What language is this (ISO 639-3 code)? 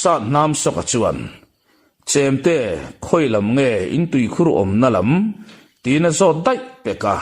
lus